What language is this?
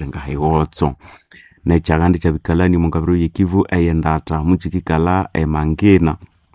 Nande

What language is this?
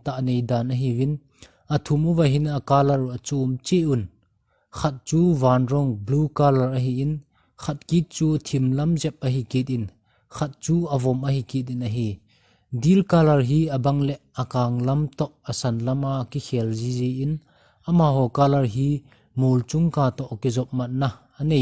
Thado Chin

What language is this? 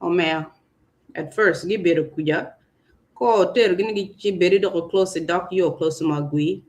Acoli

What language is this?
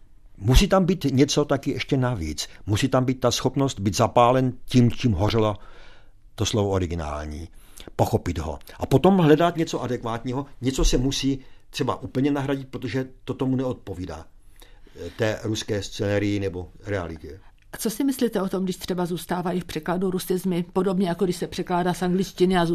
Czech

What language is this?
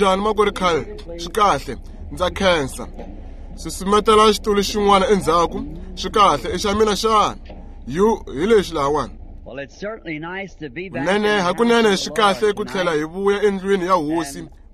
Tsonga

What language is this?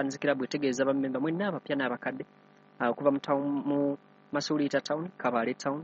Ganda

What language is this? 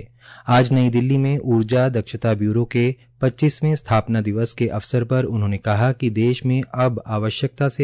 Hindi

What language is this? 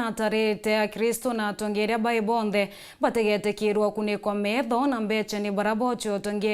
Meru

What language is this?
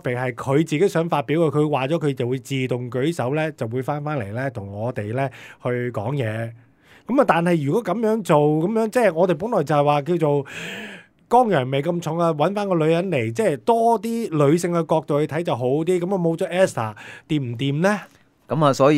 Cantonese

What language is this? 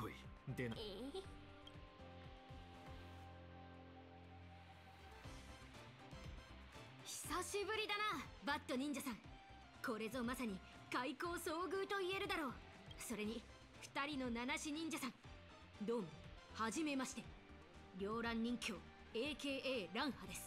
Japanese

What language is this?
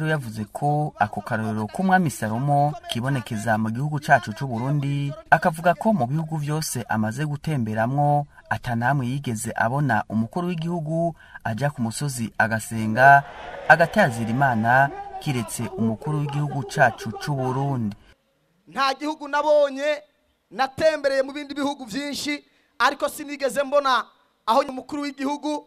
Rundi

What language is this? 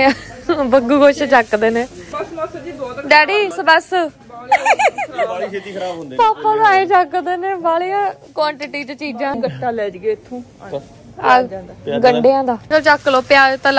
Punjabi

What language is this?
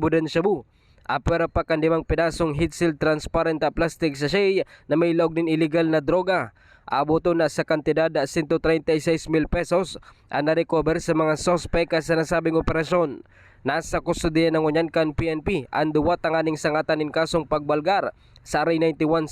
Bikol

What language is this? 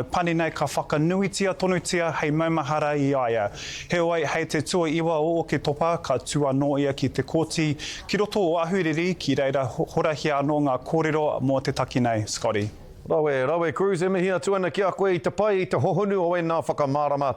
Māori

